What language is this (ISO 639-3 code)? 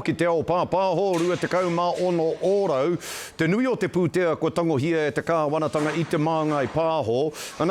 mri